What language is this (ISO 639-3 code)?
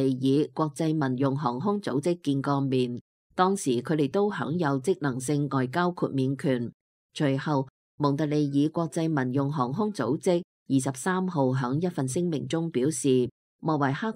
yue